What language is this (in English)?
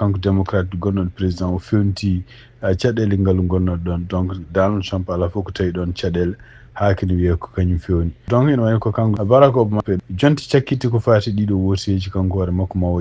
Fula